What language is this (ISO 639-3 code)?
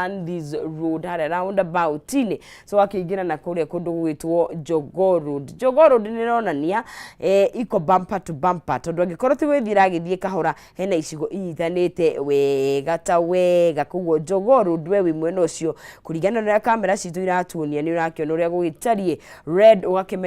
kik